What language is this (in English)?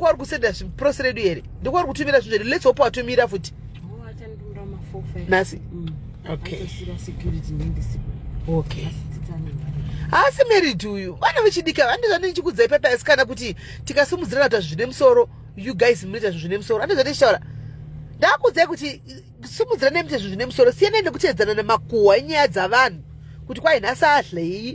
Shona